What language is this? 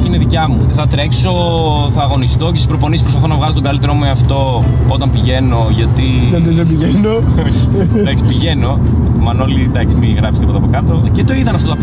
Greek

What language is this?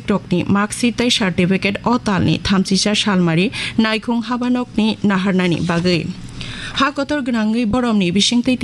Kok Borok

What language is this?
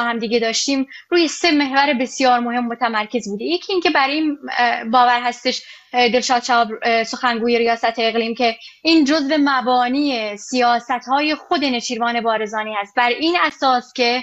Persian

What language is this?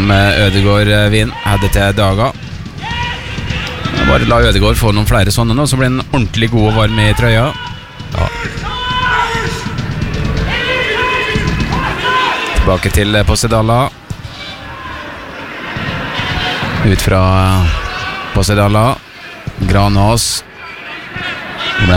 Norwegian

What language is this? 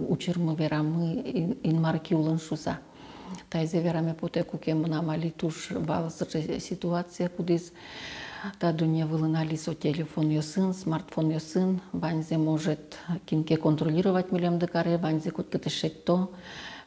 Udmurt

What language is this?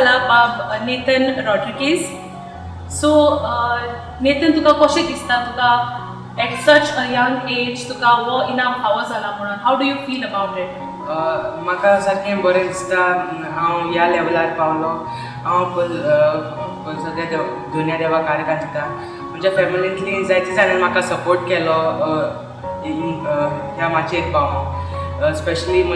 Konkani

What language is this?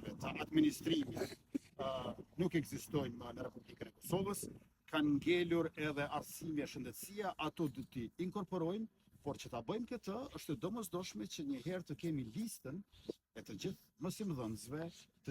Albanian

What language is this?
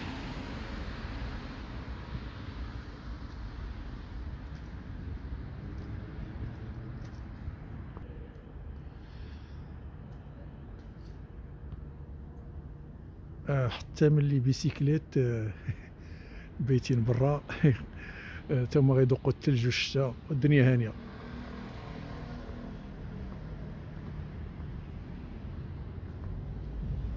Moroccan Arabic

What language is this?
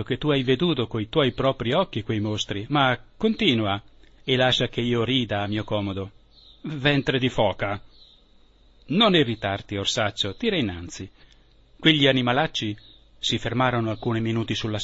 Italian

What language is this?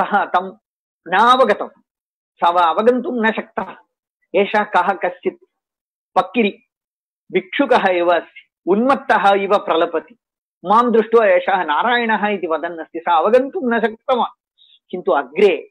Sanskrit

